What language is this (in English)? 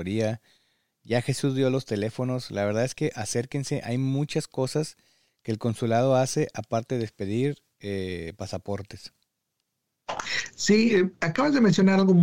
Spanish